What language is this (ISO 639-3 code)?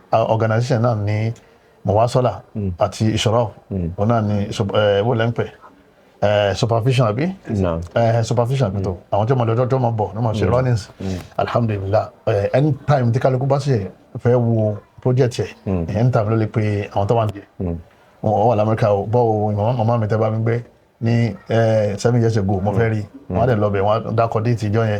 yor